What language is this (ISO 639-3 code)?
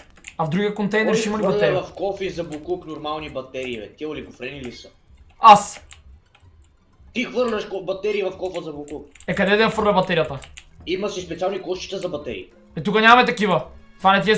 bul